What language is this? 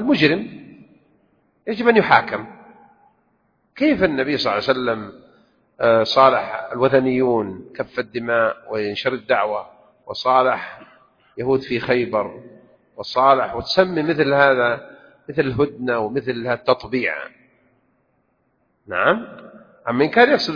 Arabic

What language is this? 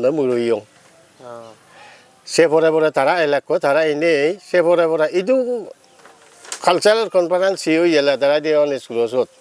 Chakma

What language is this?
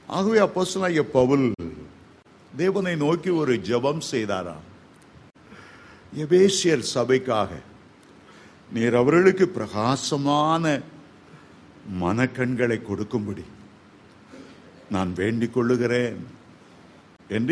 Tamil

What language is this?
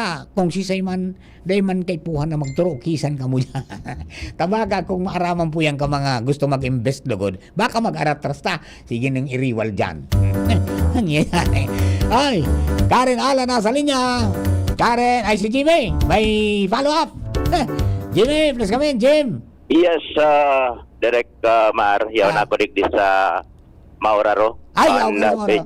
Bikol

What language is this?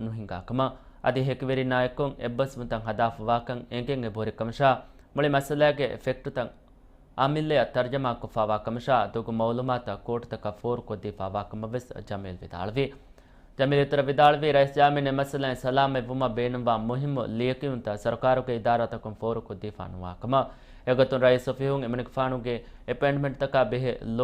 Divehi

